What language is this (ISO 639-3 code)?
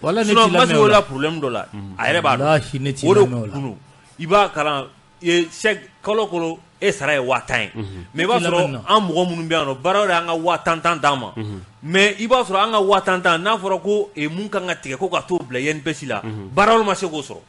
bam